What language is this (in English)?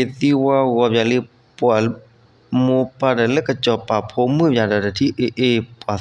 S'gaw Karen